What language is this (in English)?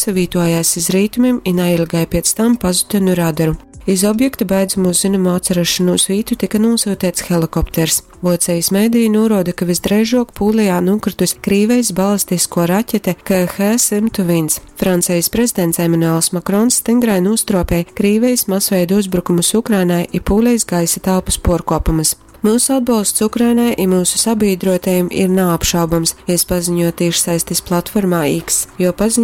Latgalian